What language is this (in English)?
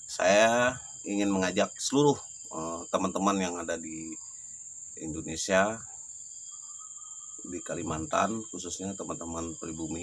Indonesian